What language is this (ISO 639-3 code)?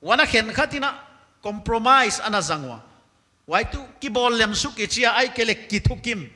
pck